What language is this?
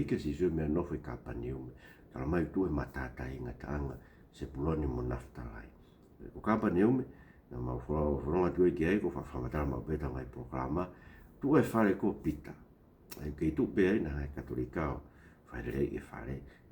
Tongan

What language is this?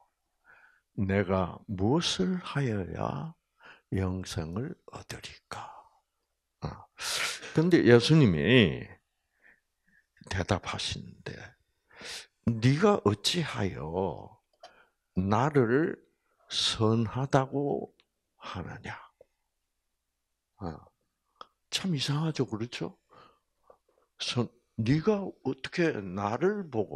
Korean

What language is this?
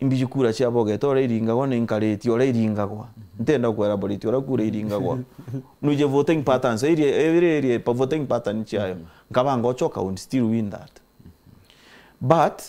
Meru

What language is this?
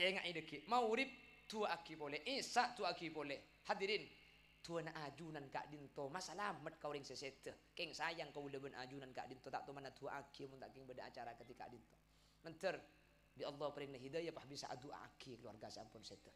Madurese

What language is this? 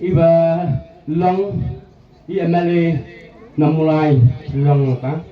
Khasi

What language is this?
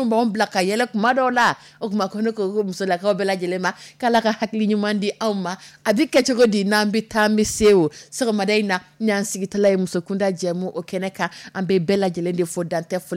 Dyula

